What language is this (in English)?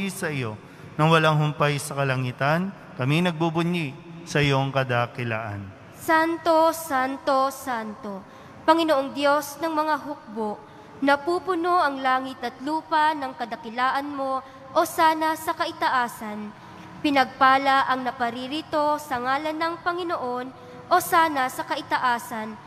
Filipino